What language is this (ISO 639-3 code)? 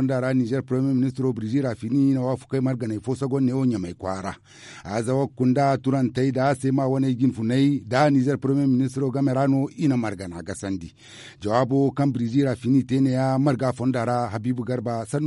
dje